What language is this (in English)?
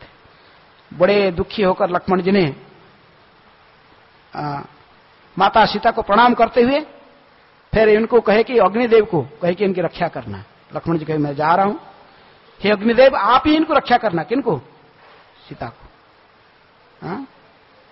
Hindi